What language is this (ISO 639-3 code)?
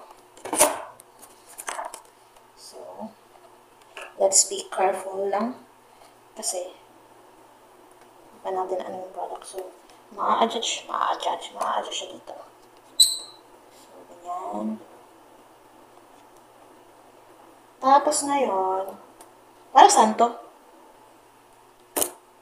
fil